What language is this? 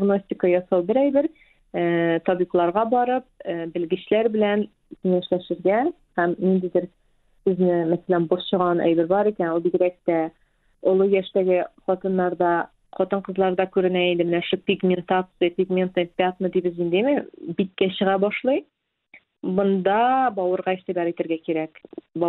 Tatar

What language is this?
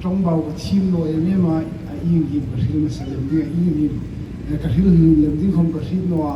Hmar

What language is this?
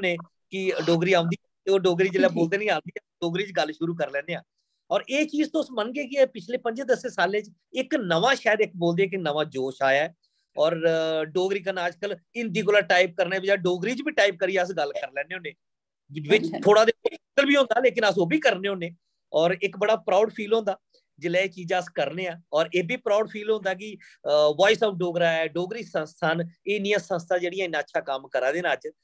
Dogri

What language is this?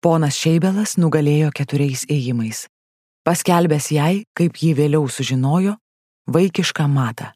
Lithuanian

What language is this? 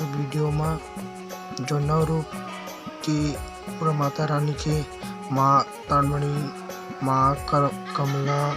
Chhattisgarhi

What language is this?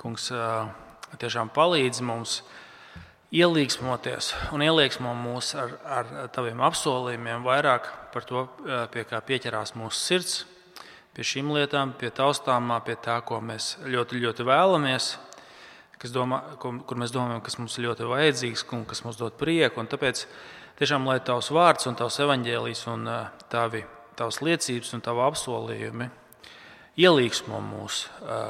Latvian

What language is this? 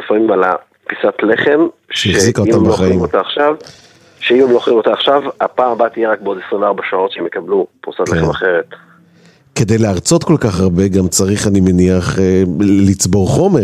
Hebrew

